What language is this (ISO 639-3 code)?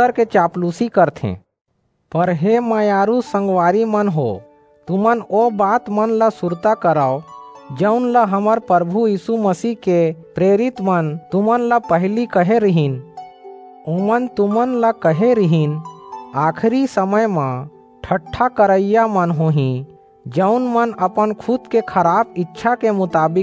hne